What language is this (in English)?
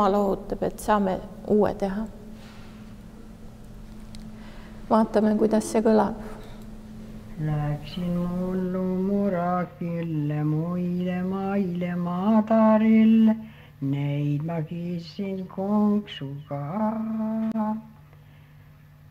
Estonian